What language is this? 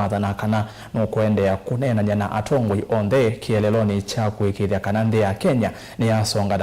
Kamba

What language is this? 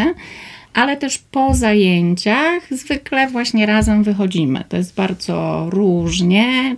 Polish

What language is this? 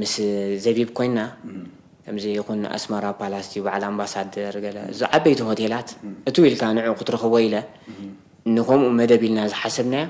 Tigrinya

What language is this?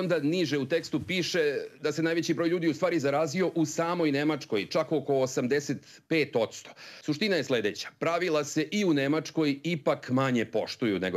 Serbian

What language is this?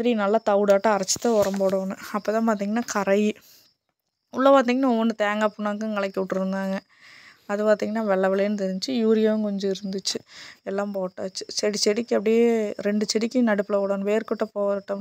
Tamil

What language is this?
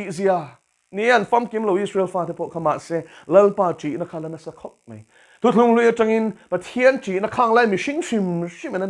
Mizo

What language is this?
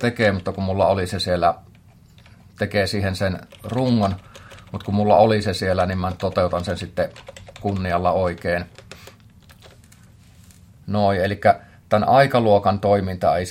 Finnish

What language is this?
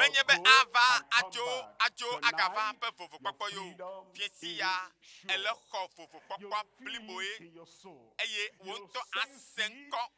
Ewe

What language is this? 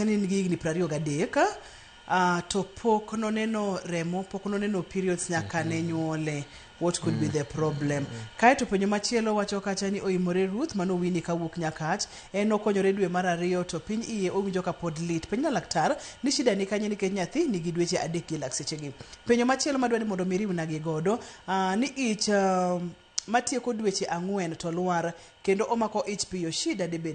Luo (Kenya and Tanzania)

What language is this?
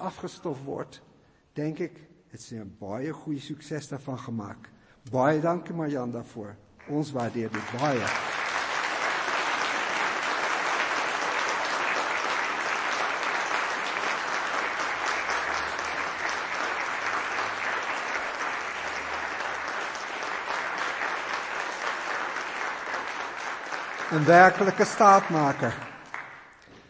Afrikaans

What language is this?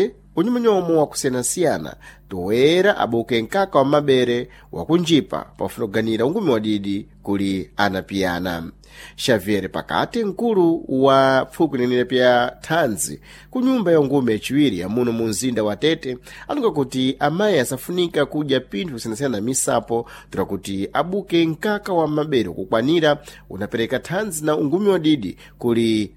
Sena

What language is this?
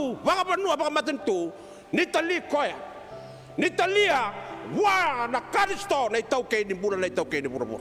Fijian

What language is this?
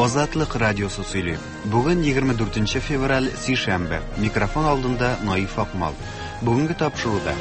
Tatar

